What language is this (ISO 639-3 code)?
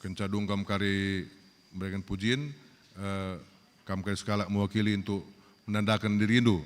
btx